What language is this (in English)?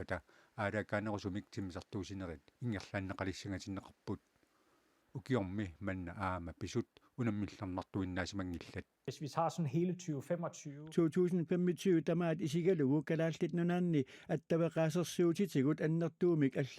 Kalaallisut